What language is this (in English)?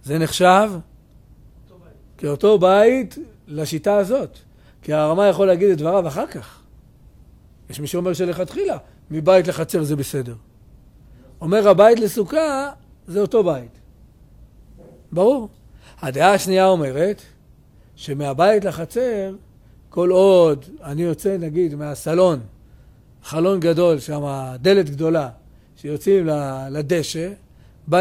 Hebrew